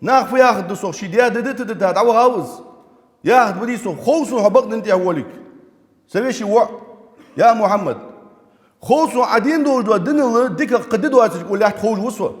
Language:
Ingush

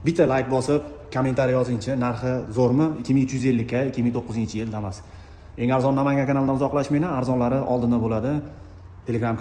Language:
Uzbek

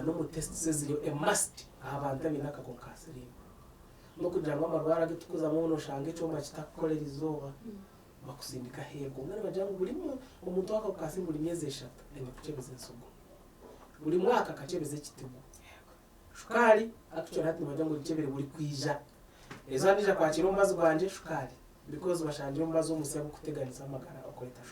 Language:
Nyankole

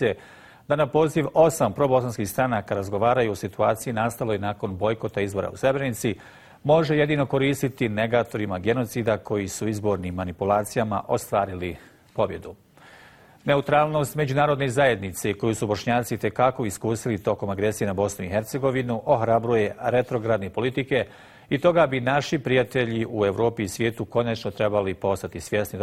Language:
Bosnian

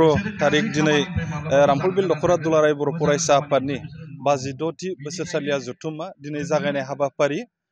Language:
Bodo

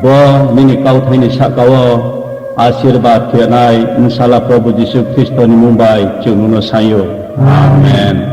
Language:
Riang (India)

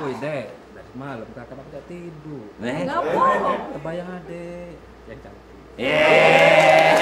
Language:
Musi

